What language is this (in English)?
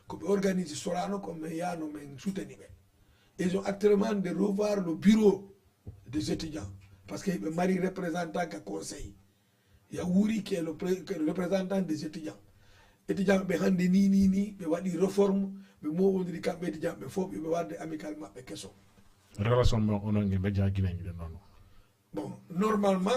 Fula